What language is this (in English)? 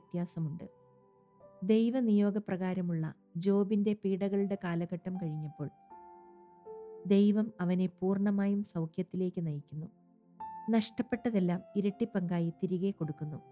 Malayalam